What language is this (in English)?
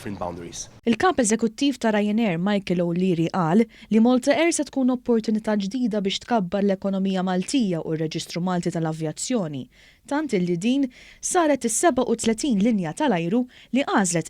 Maltese